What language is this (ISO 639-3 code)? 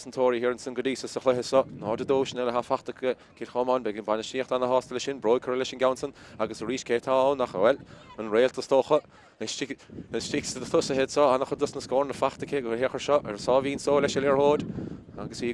gle